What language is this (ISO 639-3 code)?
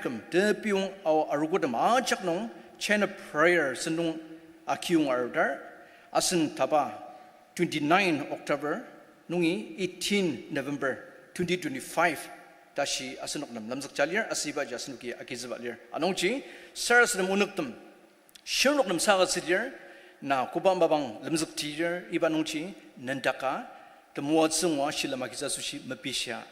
njo